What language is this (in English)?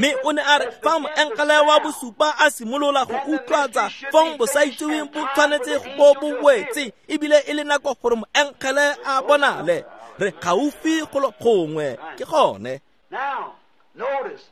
Tswana